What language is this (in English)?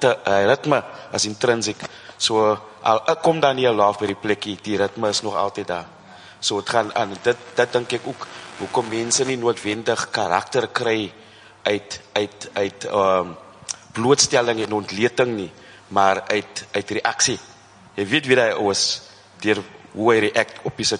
Afrikaans